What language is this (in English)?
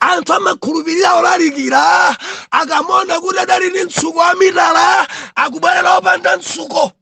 Nyanja